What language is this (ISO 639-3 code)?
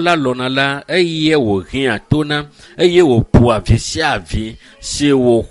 ewe